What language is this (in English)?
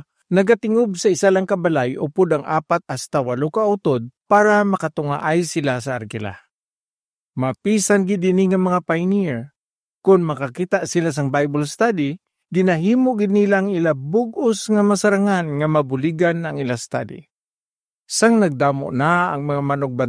Hiligaynon